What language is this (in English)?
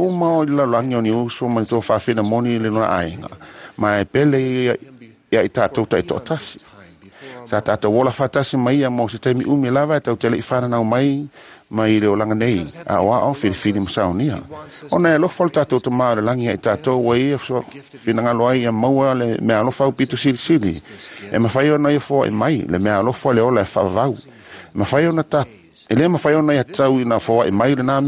Samoan